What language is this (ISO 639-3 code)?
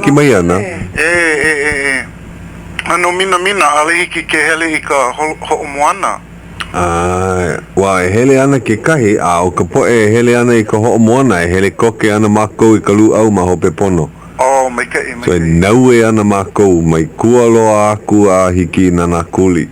haw